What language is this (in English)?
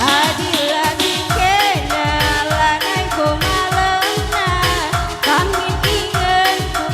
Batak Karo